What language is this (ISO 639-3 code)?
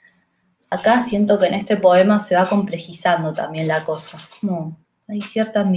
spa